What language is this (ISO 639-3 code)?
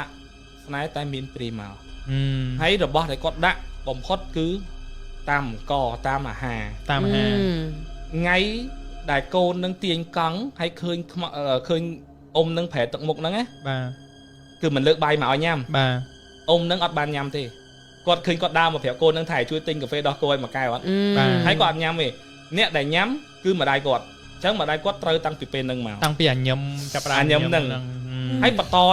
khm